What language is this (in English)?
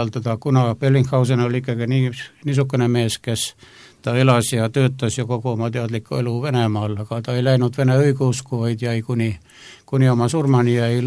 Estonian